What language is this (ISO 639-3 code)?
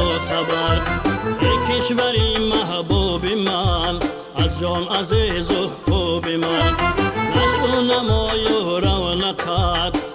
tgk